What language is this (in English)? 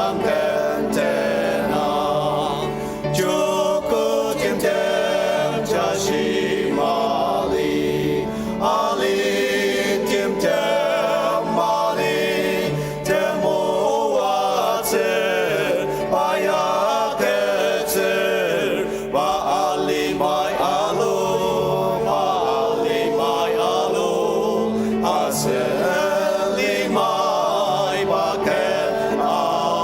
Ao Naga